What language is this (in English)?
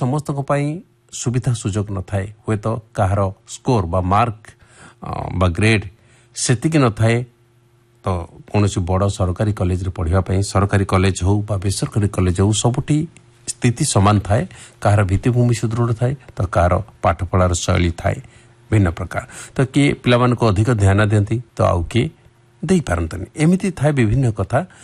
Odia